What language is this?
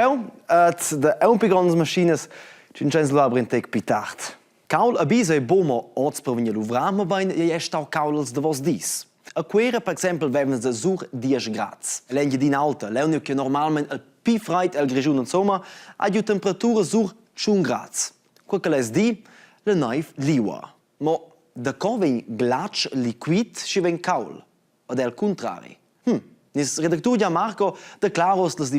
Romansh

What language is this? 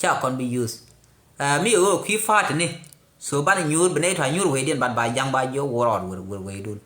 Nuer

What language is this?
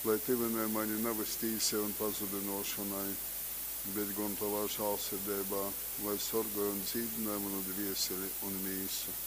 Latgalian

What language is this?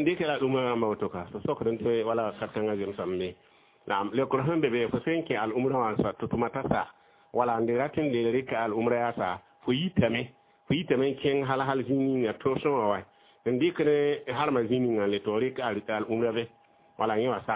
Mossi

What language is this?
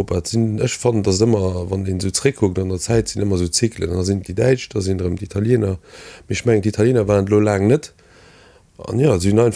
Luxembourgish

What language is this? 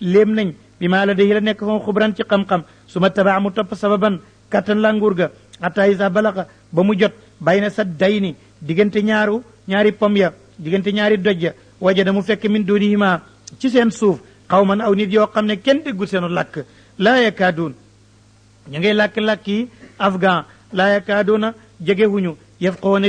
Wolof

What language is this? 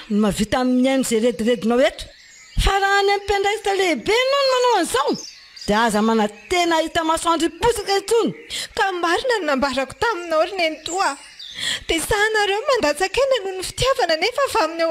Malagasy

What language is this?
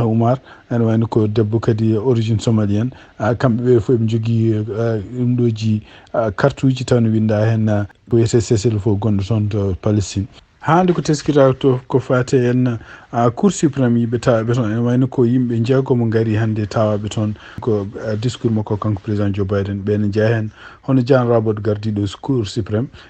Fula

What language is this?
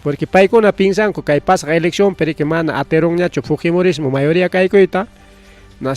Ayacucho Quechua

